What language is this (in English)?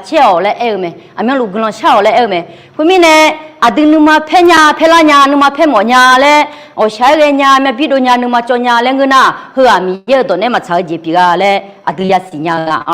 Akha